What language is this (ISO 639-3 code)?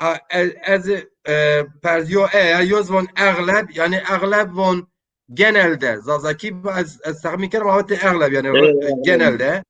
zza